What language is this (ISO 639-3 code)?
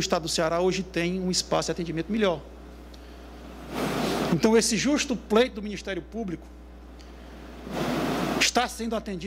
por